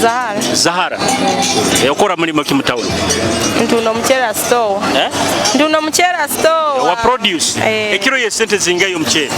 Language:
Nyoro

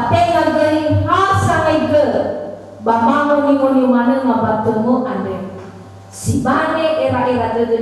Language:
Nias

